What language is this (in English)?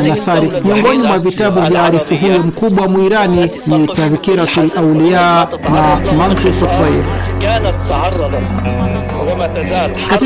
Swahili